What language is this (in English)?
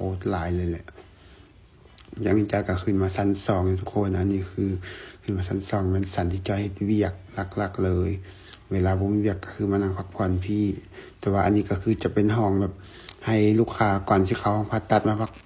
Lao